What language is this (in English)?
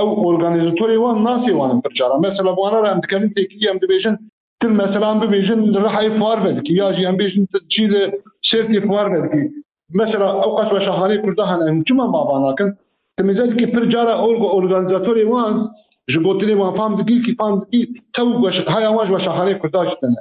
Kurdish